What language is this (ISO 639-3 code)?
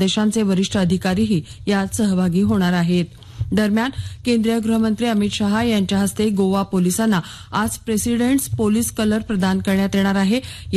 mar